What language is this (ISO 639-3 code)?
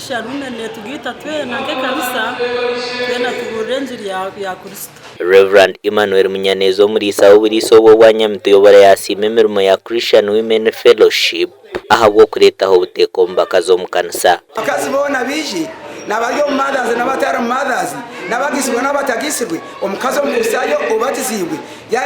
nyn